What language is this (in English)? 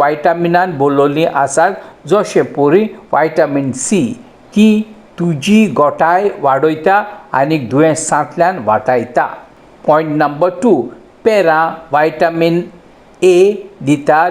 Konkani